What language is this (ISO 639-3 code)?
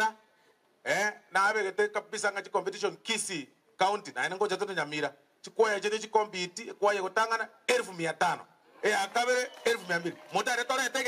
guz